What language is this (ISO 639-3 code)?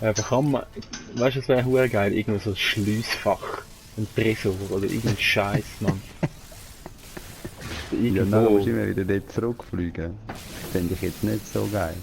gsw